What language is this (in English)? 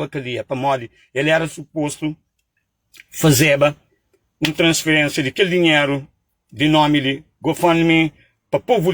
Kabuverdianu